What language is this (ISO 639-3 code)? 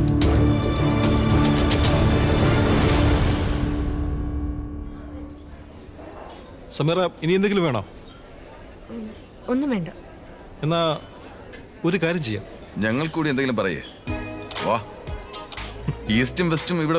mal